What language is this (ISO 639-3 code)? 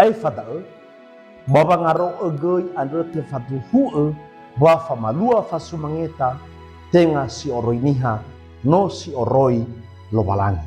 nia